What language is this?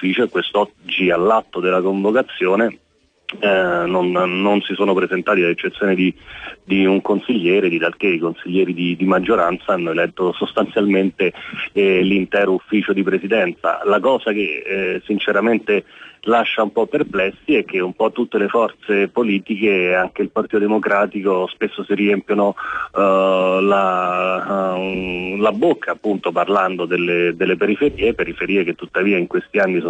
Italian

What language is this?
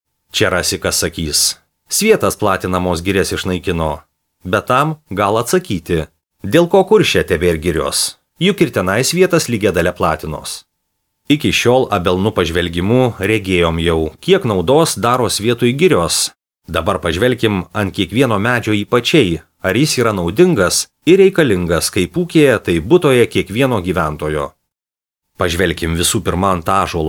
Lithuanian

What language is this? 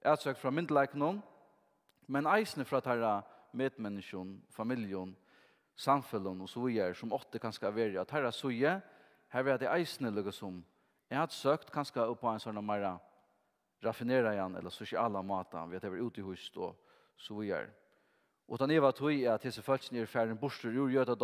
Faroese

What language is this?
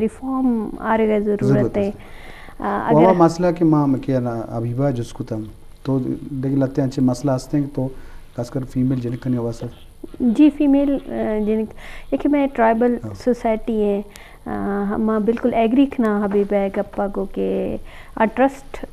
Eastern Balochi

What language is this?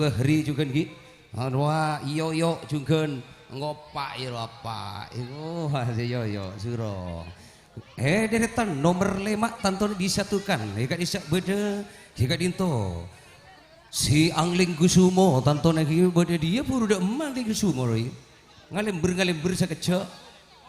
Madurese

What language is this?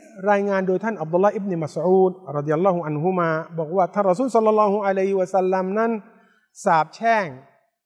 Thai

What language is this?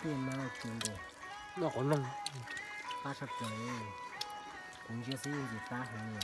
Hmong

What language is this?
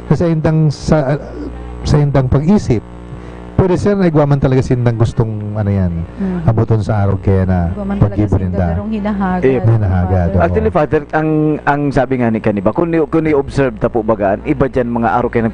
Bikol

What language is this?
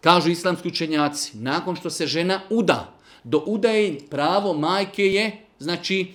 Bosnian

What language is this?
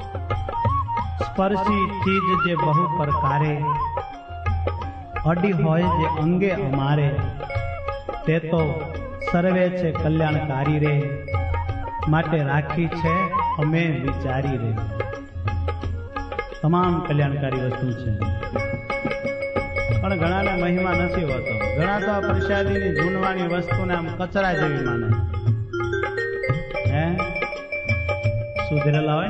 Gujarati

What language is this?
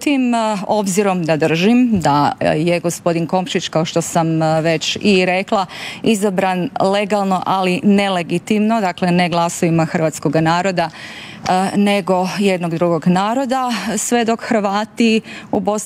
Croatian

